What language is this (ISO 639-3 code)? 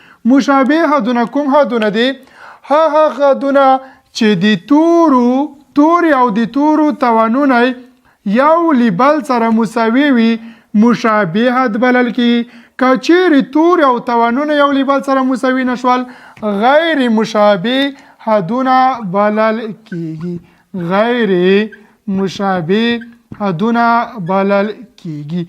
pus